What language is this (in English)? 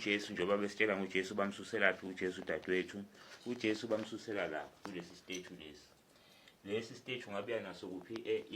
Zulu